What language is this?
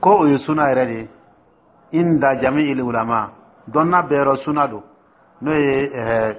Dyula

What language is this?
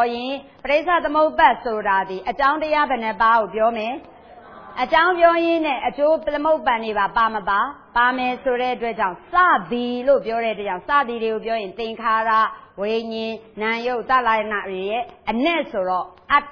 Burmese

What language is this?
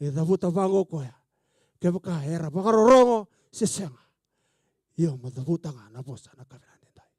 Fijian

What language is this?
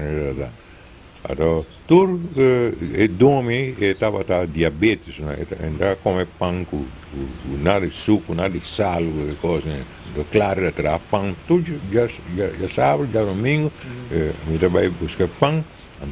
Papiamento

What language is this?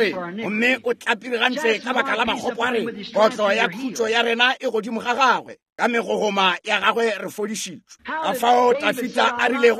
Northern Sotho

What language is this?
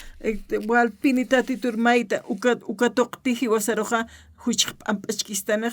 Aymara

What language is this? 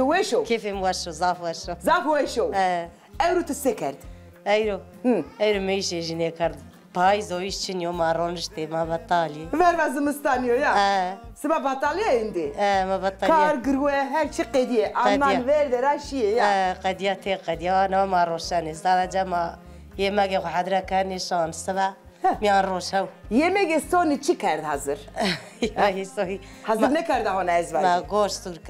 Zaza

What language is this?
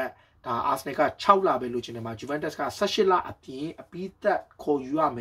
Burmese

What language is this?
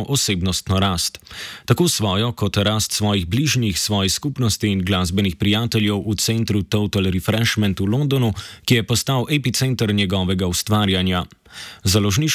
Slovenian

